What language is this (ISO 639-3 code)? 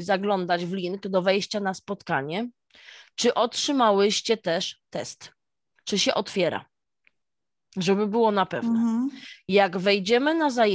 pol